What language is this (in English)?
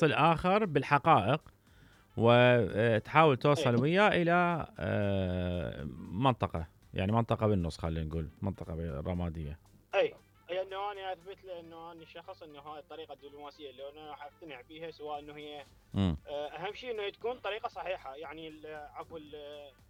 Mesopotamian Arabic